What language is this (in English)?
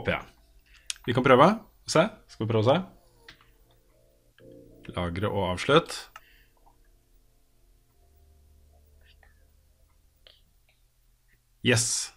Norwegian